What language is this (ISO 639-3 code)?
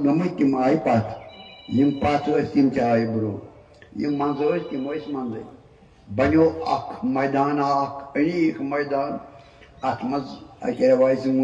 kas